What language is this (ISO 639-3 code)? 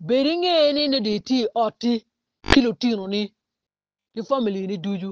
ach